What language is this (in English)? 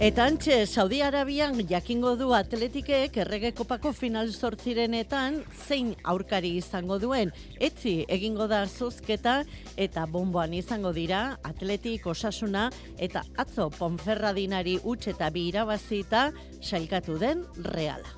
Basque